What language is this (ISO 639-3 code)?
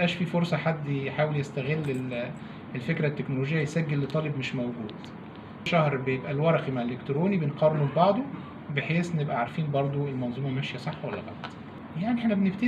arz